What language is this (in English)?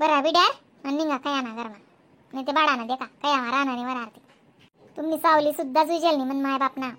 Khandesi